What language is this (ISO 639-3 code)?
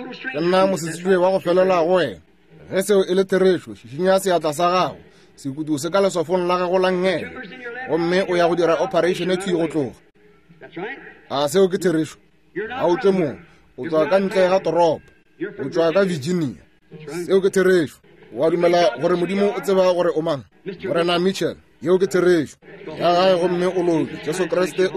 nso